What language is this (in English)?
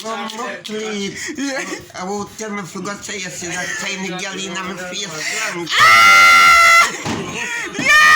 Jamaican Creole English